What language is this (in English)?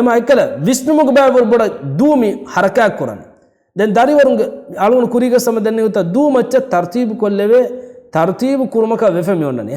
Divehi